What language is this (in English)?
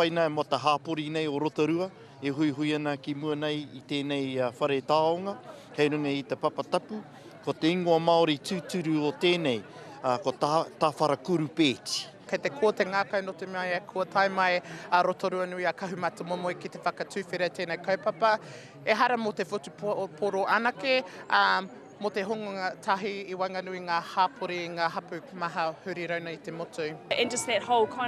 Māori